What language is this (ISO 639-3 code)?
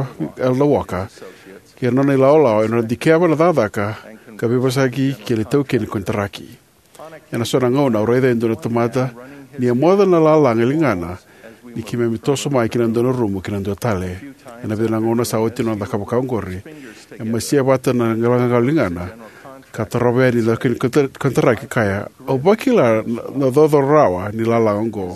fij